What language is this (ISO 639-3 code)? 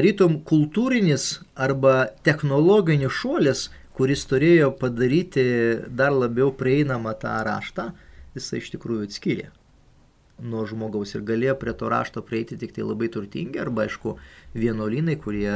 lit